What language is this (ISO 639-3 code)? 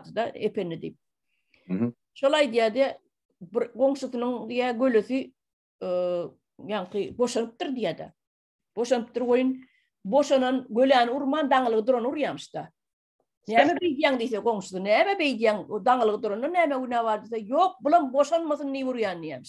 tuk